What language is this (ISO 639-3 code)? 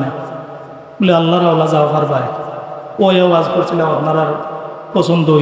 syl